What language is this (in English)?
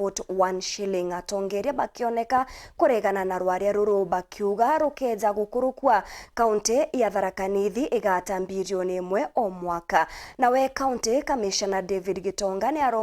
Meru